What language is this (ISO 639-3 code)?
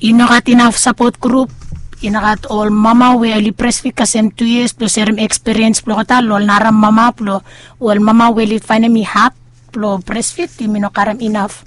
bis